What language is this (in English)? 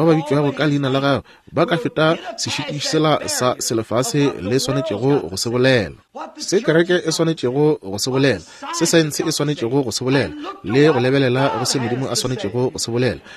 Northern Sotho